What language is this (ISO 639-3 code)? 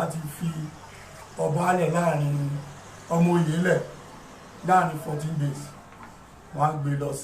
yor